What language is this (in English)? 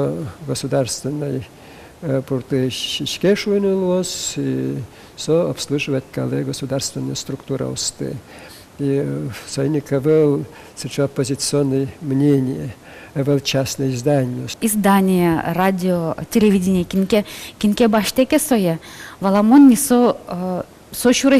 Udmurt